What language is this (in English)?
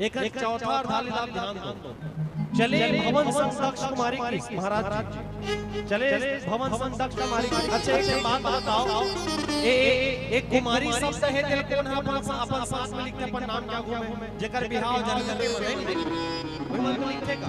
Chhattisgarhi